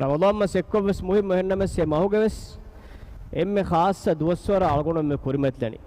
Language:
Divehi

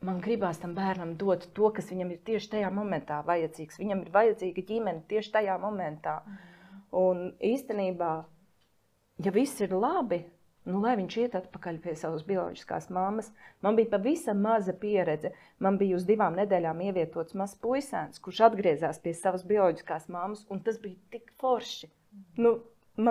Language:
Latvian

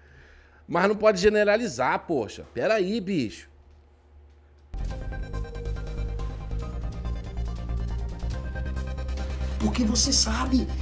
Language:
Portuguese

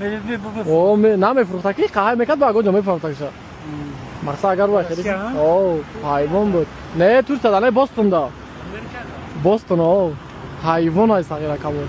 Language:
Tajik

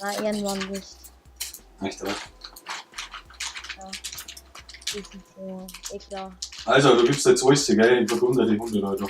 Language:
Bavarian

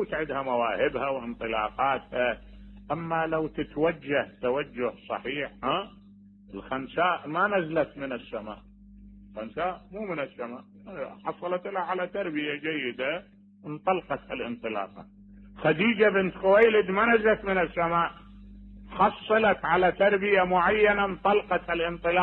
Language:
Mesopotamian Arabic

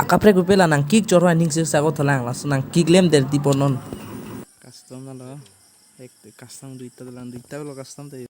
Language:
Karbi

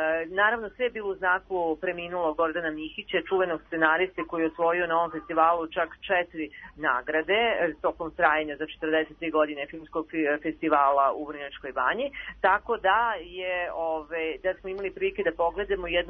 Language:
Serbian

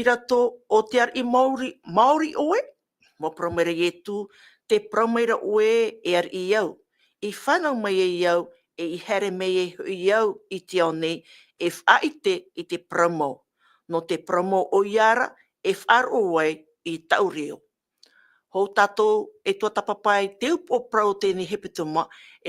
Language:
Tahitian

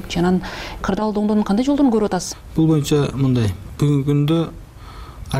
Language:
Kyrgyz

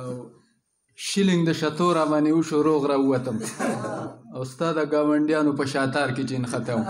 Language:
Pashto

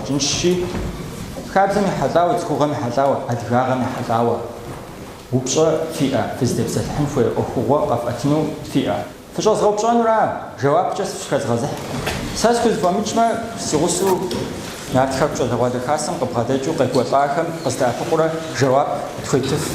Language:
Kabardian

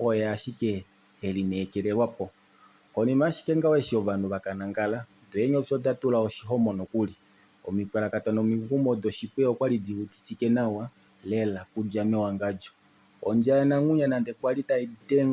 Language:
Kuanyama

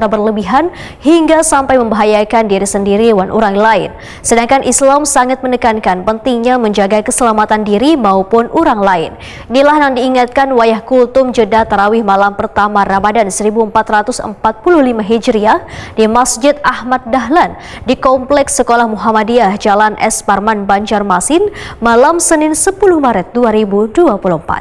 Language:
Banjar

